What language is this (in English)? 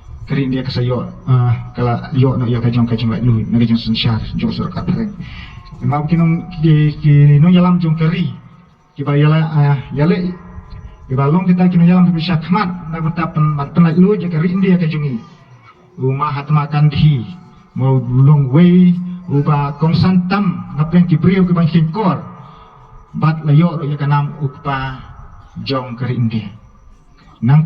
Khasi